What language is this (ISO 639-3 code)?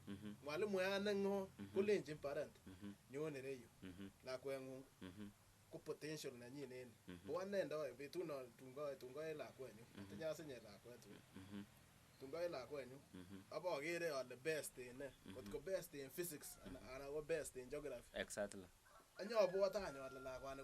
kln